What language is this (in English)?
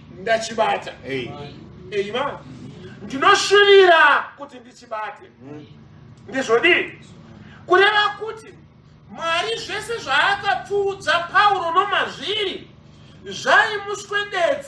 Shona